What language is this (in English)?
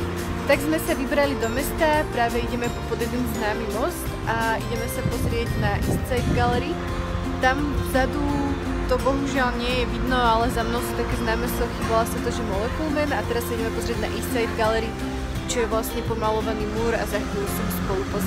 Slovak